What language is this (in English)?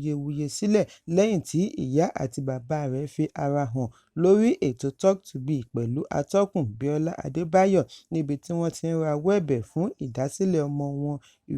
Yoruba